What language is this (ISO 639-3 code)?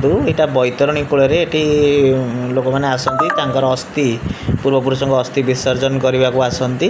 ori